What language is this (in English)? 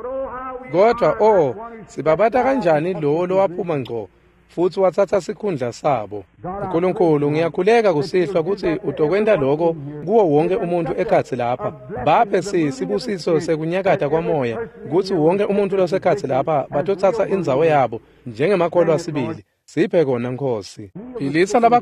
Swati